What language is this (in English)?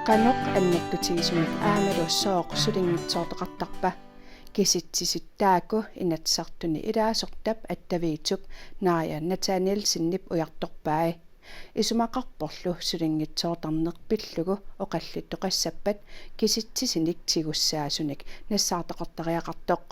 Kalaallisut